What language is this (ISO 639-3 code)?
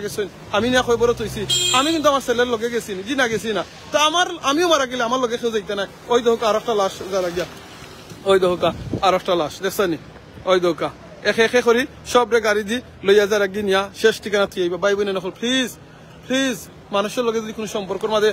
syl